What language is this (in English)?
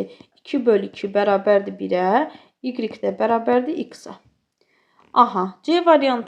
Azerbaijani